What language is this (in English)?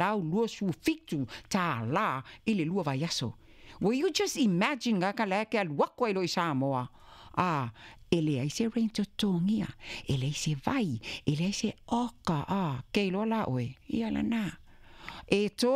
Samoan